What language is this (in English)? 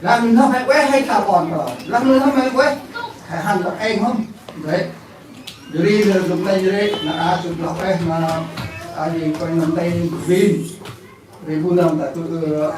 Central Mnong